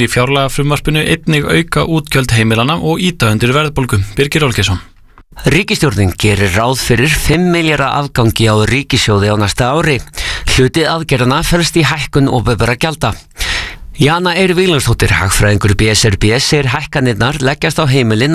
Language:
Icelandic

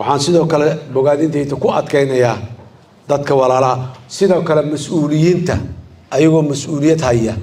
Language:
Somali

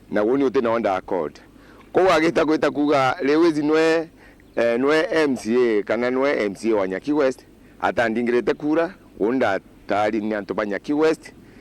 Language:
Meru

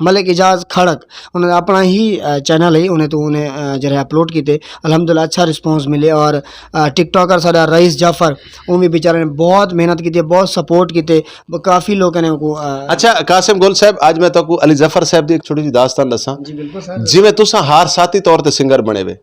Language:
Western Panjabi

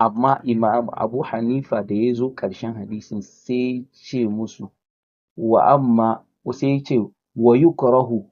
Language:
Hausa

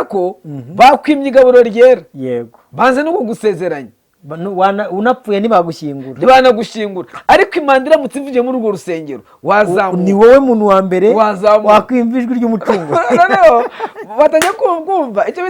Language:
Kinyarwanda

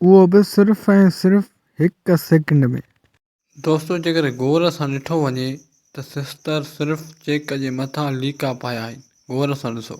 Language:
Sindhi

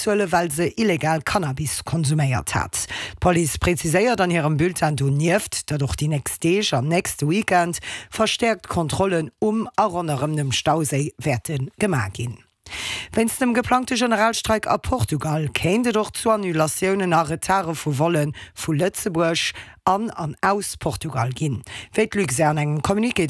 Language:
Luxembourgish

